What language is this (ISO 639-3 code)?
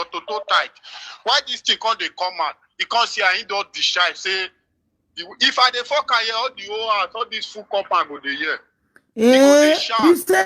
pcm